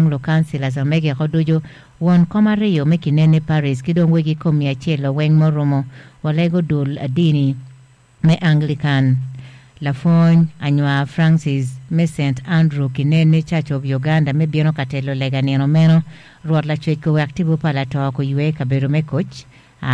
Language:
Acoli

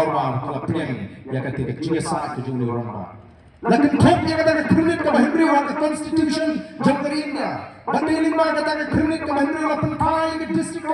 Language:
Khasi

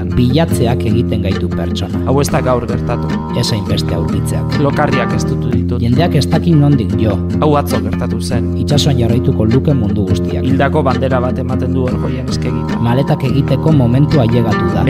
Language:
Basque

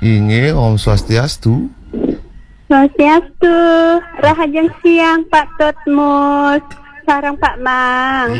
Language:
Balinese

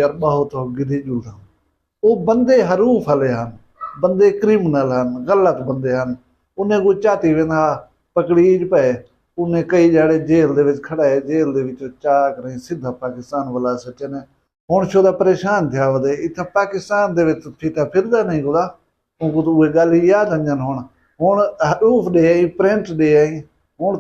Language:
Saraiki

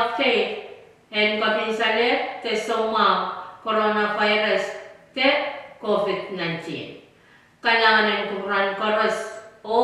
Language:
Pohnpeian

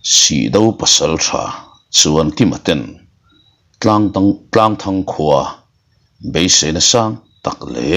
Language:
Mizo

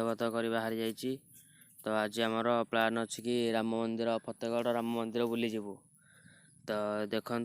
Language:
Odia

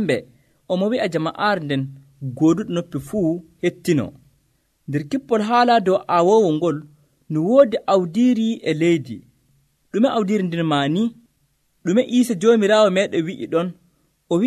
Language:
Nigerian Fulfulde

